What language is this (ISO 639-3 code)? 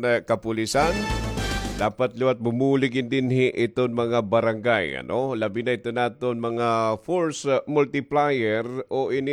war